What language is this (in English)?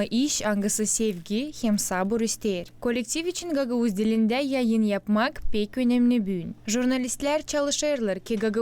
Gagauz